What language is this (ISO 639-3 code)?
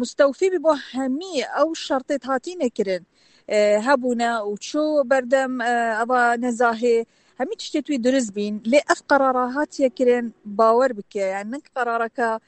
kur